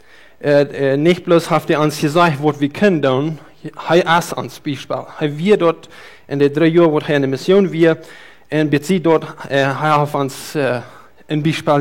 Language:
Plautdietsch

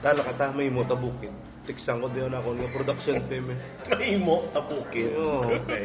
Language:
Hiligaynon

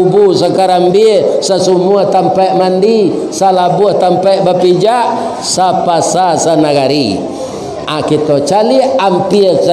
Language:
Minangkabau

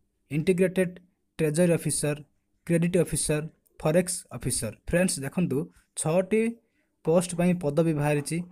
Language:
Odia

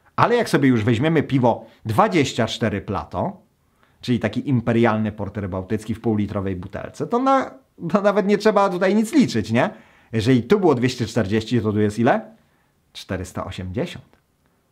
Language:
Polish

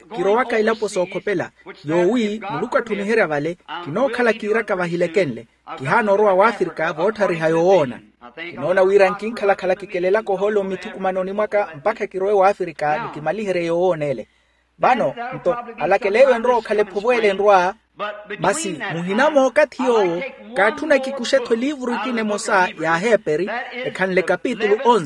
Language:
Makhuwa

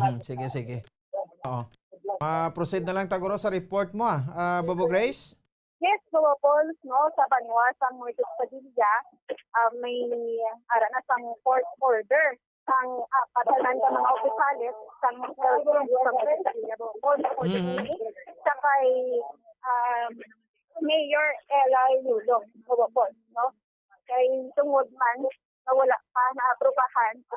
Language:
Hiligaynon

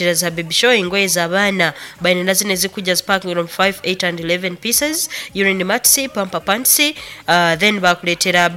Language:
Nyoro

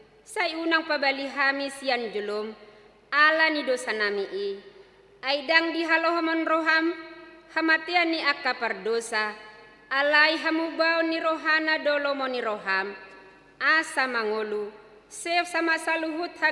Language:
Batak Toba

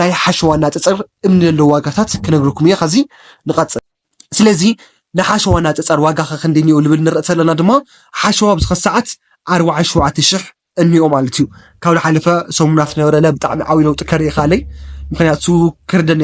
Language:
Tigrinya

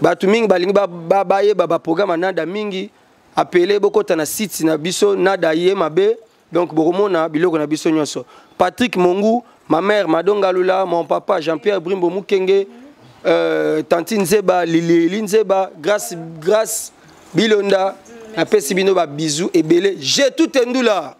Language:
Lingala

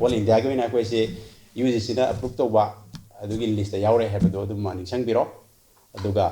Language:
Manipuri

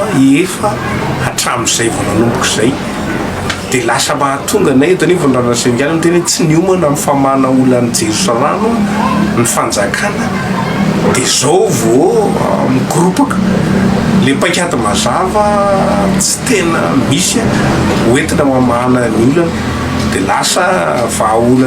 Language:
Malagasy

